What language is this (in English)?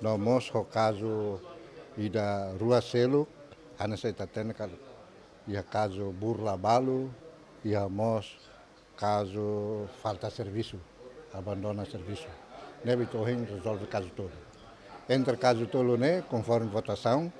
Tetum